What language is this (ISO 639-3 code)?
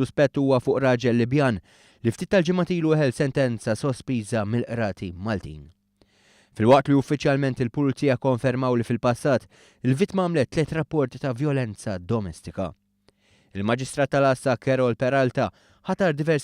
mlt